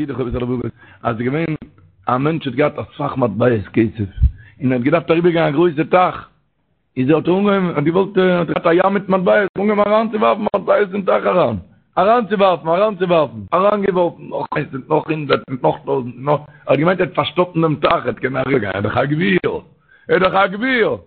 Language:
Yiddish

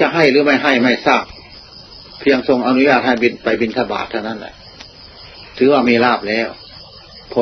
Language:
Thai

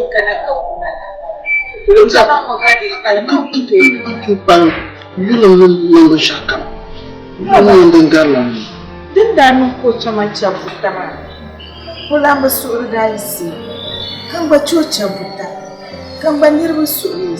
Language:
Dagbani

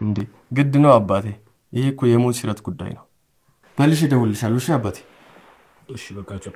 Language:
Amharic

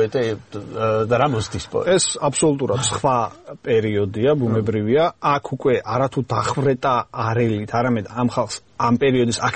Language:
Georgian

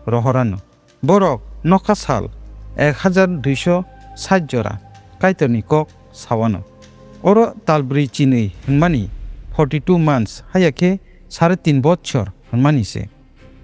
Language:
Kok Borok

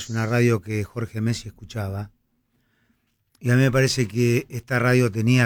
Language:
Spanish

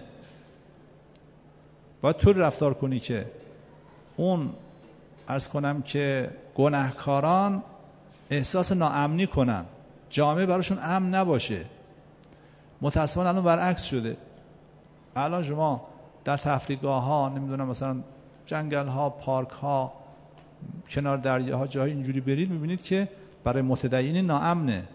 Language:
Persian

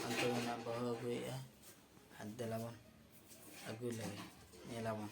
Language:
Santali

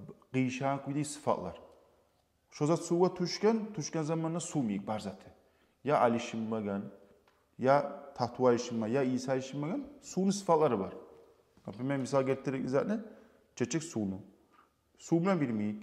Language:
Kumyk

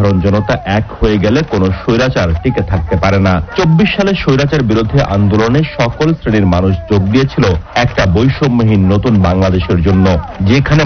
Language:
Bangla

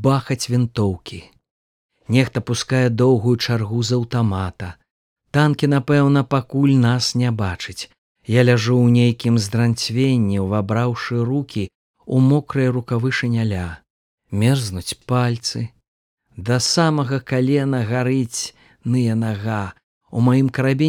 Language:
Belarusian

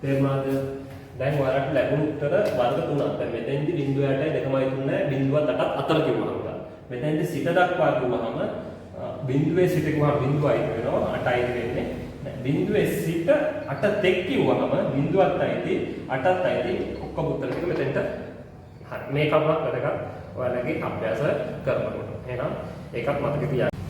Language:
Sinhala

